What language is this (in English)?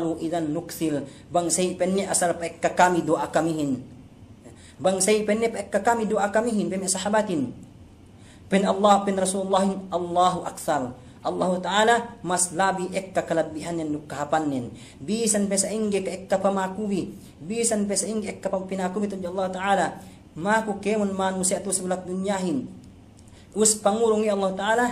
Yakan